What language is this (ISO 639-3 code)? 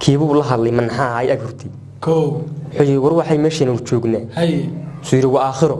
som